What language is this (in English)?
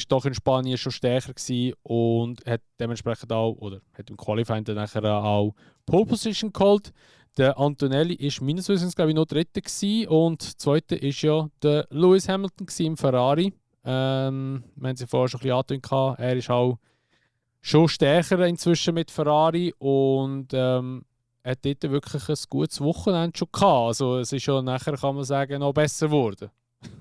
Swiss German